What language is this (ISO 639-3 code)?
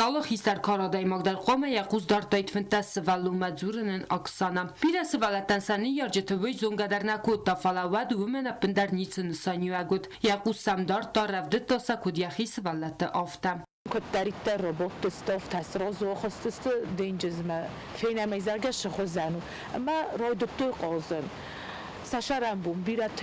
oss